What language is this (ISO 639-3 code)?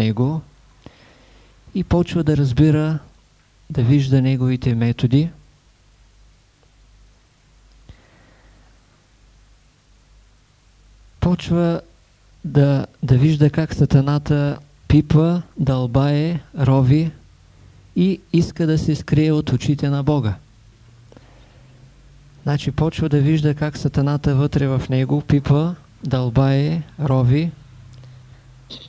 bul